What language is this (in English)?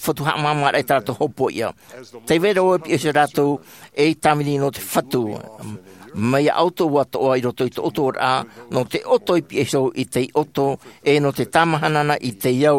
Tahitian